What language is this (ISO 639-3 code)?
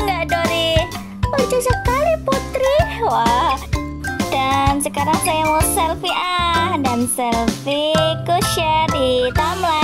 ind